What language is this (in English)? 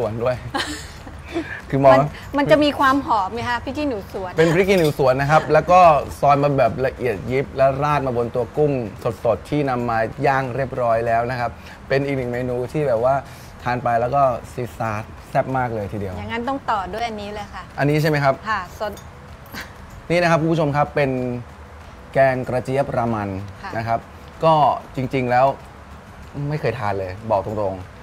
Thai